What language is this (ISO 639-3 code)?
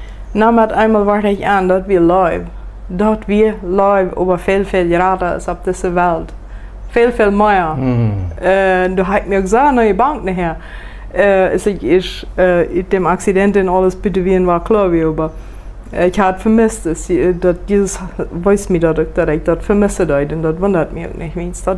pdt